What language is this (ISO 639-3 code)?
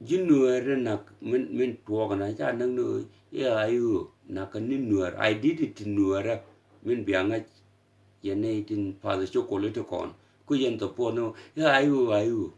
nus